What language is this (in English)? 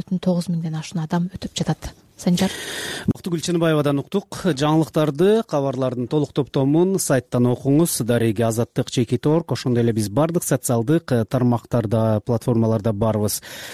Kyrgyz